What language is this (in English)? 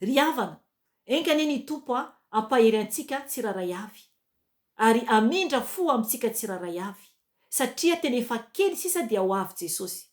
Malagasy